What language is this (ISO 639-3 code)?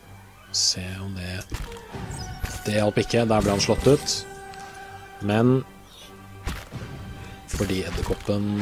nor